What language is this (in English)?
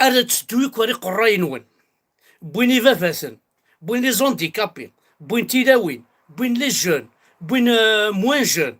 Kabyle